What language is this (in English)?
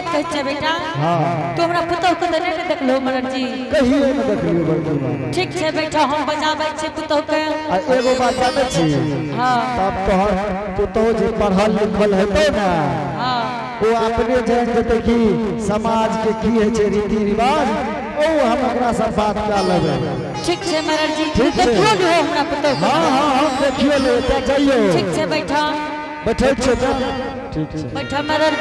Angika